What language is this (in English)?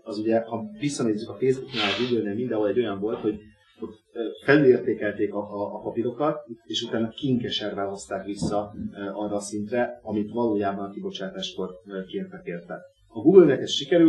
Hungarian